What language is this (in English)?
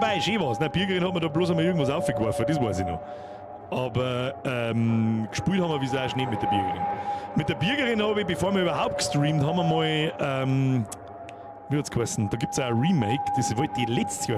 Bavarian